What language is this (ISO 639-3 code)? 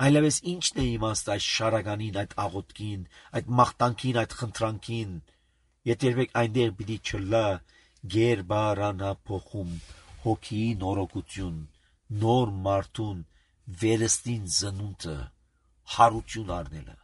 hye